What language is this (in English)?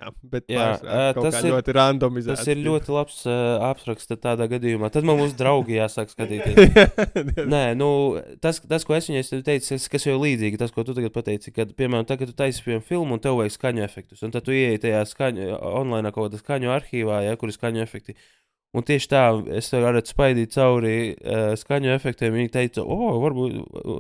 Latvian